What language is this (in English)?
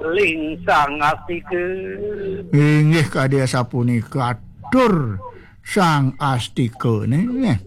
Balinese